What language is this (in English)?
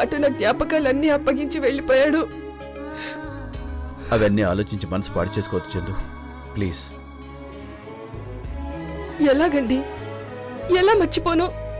Telugu